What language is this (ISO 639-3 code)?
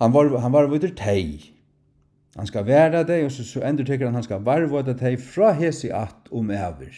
fao